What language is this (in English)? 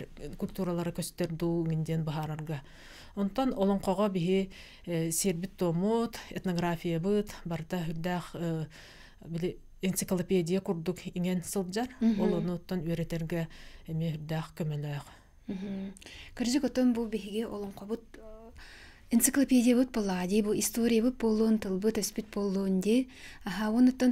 Yakut